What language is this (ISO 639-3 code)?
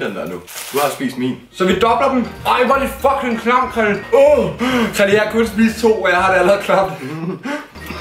dan